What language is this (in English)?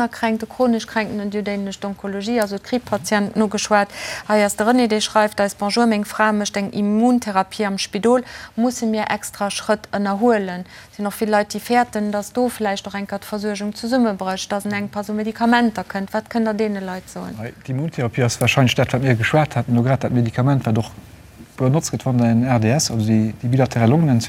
Luxembourgish